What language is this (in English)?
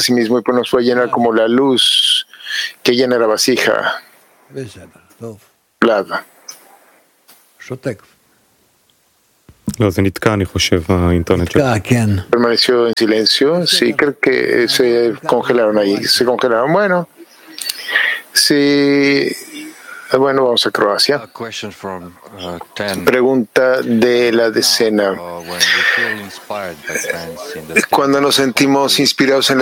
Spanish